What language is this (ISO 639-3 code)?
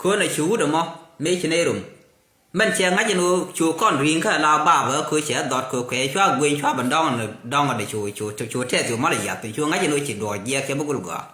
nus